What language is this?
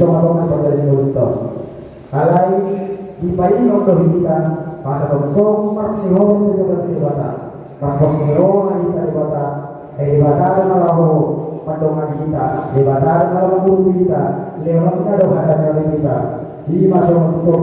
Batak Toba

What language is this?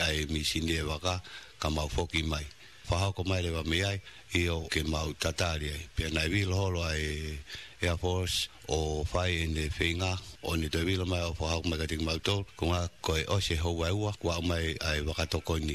Tongan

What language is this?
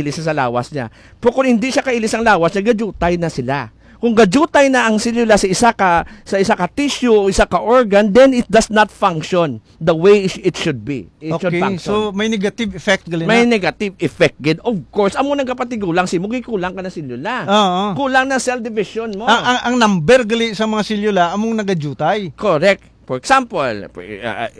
Hiligaynon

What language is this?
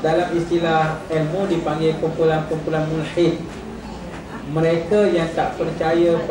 Malay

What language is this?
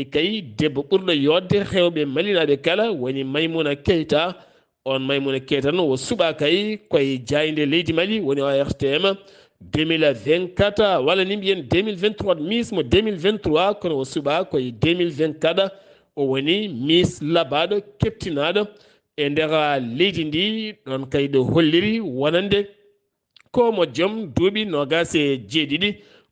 Fula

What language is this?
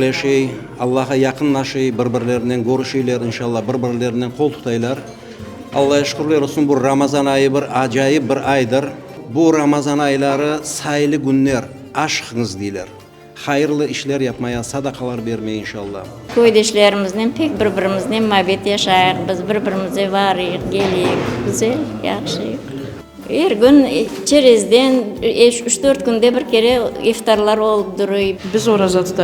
Crimean Tatar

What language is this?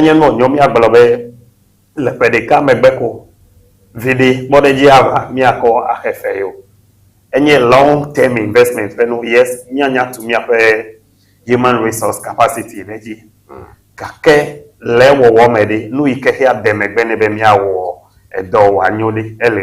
Ewe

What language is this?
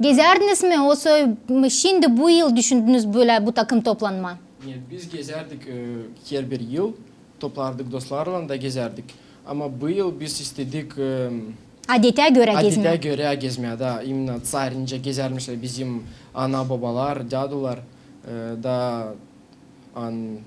Gagauz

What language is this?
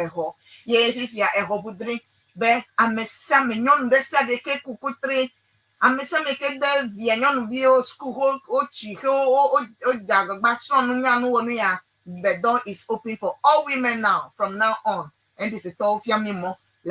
Ewe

